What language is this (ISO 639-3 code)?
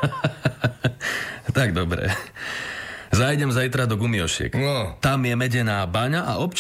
slk